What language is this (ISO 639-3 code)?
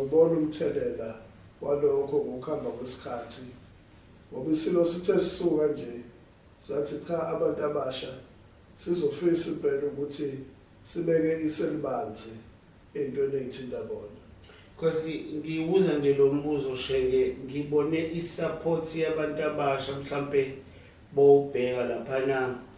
zul